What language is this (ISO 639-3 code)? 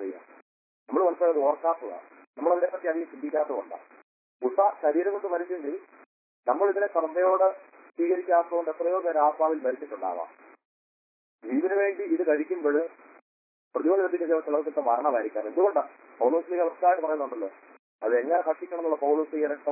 mal